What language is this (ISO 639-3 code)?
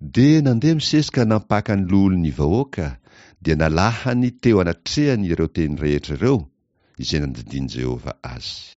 mlg